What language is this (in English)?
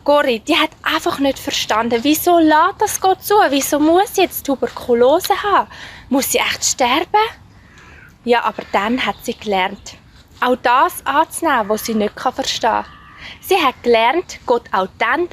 Swiss German